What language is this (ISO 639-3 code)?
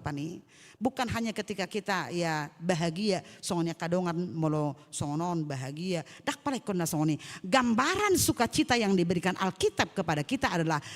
bbc